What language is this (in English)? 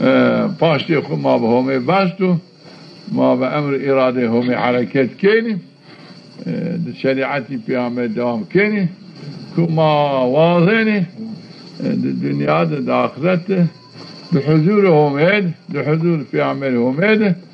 Zaza